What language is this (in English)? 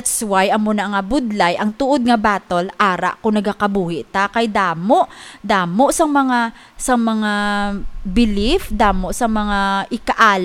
Hiligaynon